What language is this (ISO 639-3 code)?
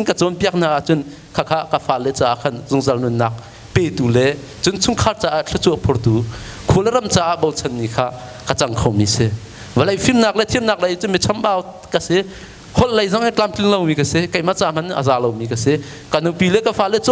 cnh